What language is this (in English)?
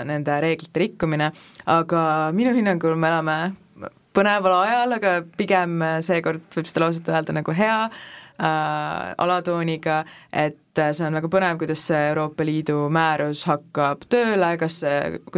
Estonian